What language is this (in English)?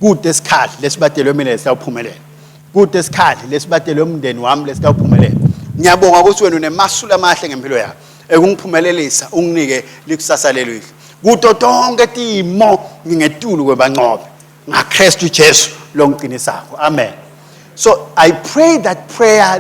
Swati